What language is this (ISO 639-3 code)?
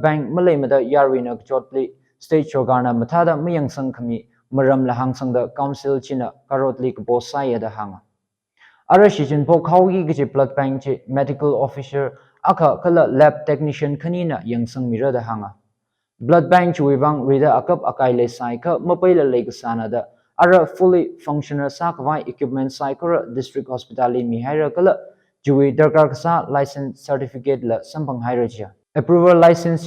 nmf